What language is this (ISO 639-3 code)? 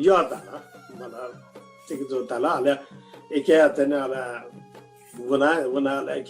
new